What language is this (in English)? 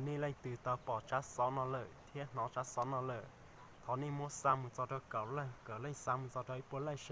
Hmong